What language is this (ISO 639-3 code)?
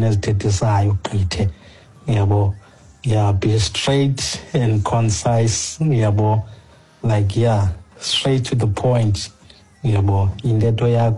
xho